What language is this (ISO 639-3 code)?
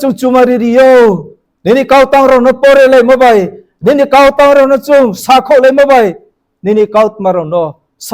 ria